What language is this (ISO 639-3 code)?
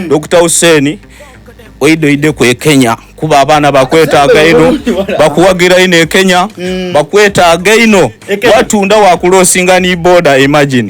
xog